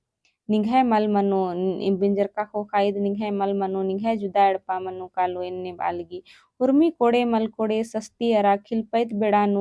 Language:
Kurukh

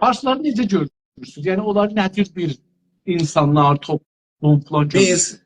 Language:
South Azerbaijani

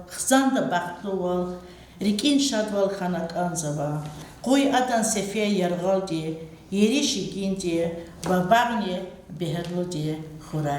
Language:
Lezghian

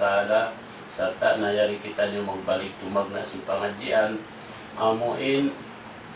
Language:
Tausug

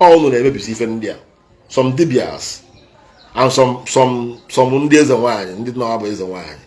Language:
Igbo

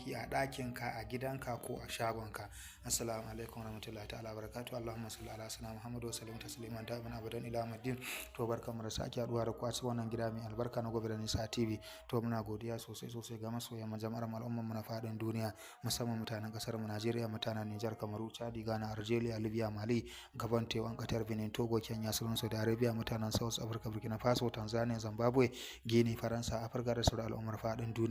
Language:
Hausa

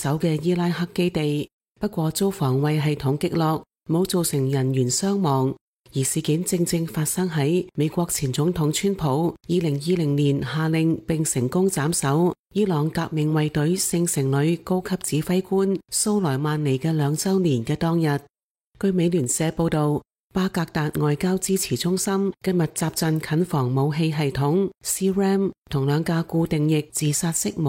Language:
Cantonese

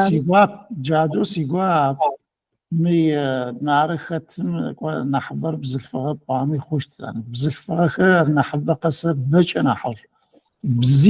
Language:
Adyghe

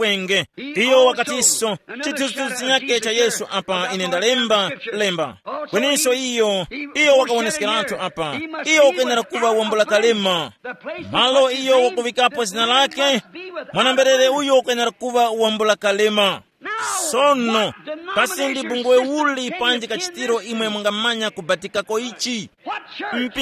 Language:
Tumbuka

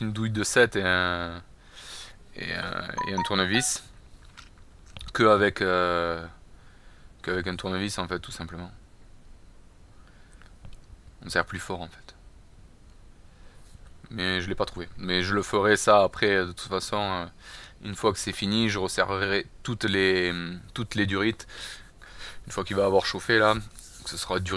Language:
French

